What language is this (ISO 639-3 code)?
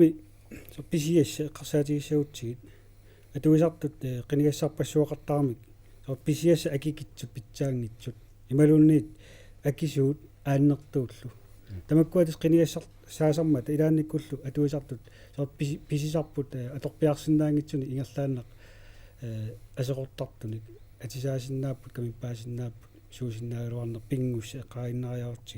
kal